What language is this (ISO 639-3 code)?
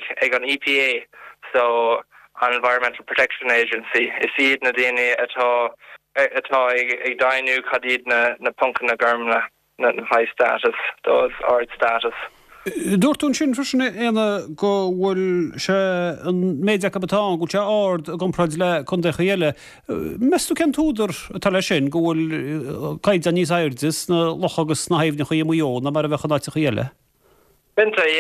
gle